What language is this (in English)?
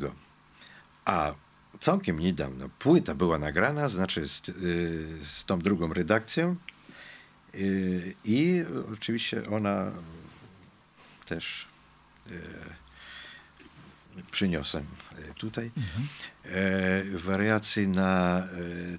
Polish